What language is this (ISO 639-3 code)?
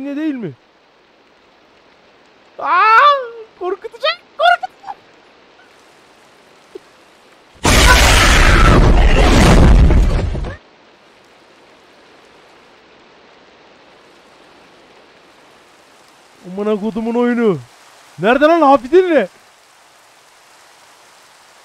tur